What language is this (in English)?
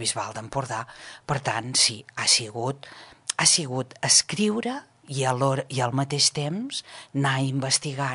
Catalan